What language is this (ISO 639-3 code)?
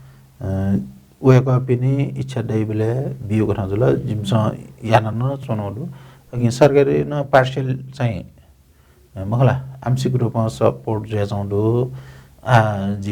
new